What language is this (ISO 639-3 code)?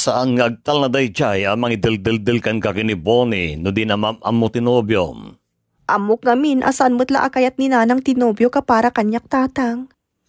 ilo